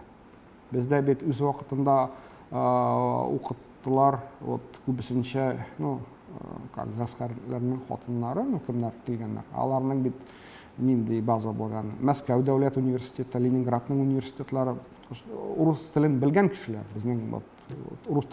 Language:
Tatar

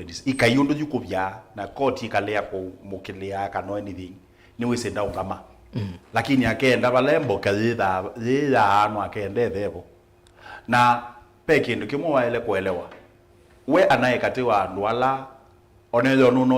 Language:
Kamba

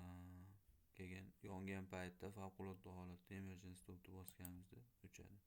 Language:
Uzbek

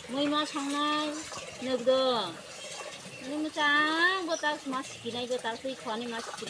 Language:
Kok Borok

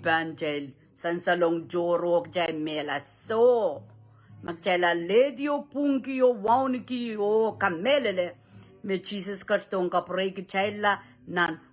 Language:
Pohnpeian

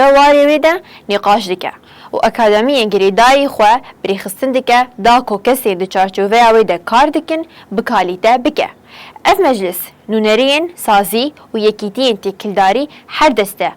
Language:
Kurdish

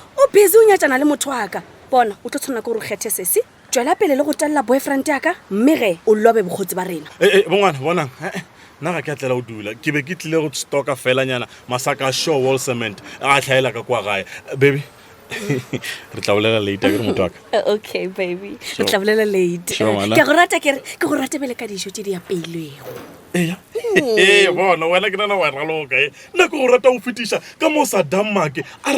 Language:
Northern Sotho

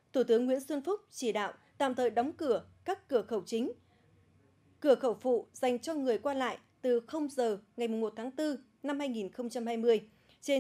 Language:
Vietnamese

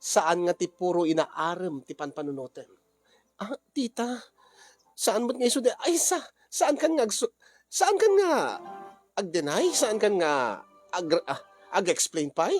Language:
Iloko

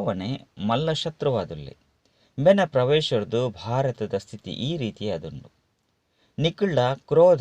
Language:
Tulu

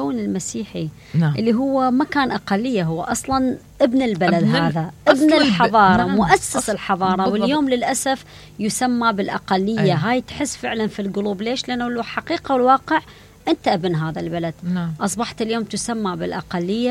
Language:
Mesopotamian Arabic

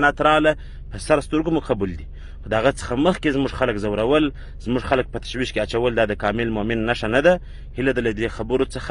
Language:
Pashto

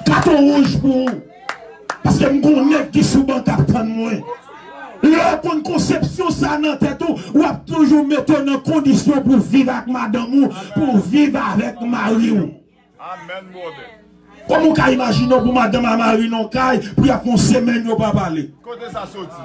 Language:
Haitian Creole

